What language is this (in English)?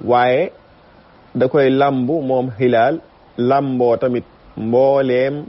Wolof